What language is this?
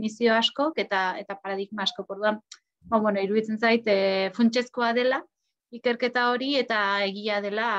Basque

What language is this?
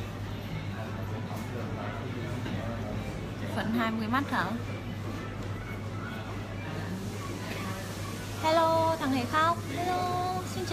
Vietnamese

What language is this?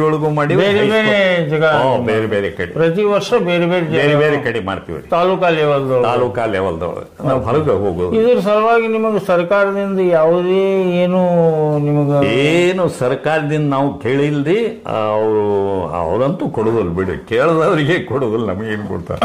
Kannada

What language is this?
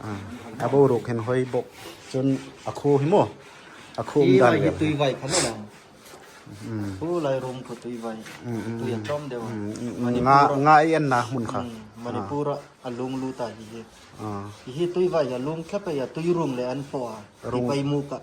Hmar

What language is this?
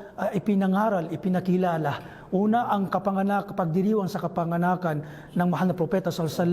Maranao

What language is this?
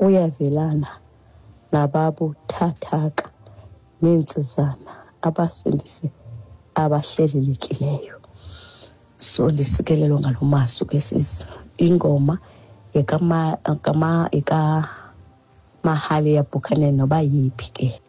Xhosa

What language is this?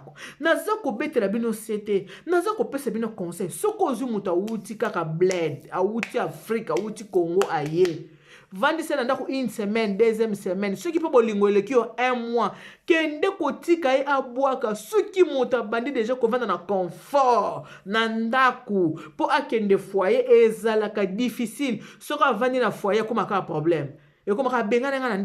Lingala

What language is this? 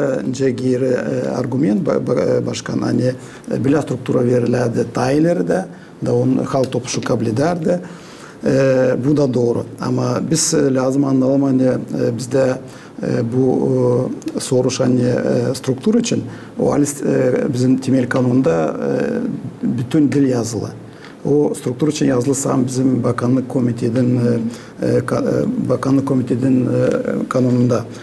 Gagauz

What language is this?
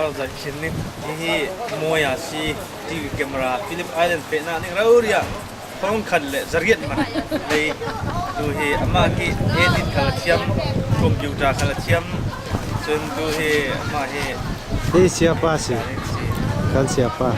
Falam Chin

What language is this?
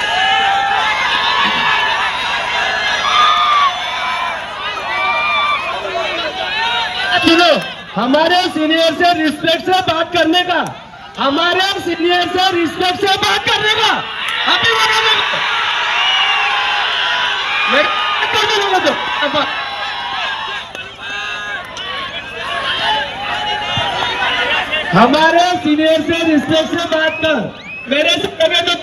Marathi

